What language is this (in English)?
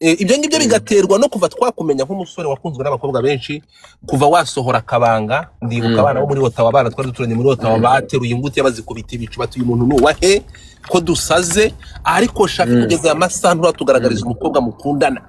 Kinyarwanda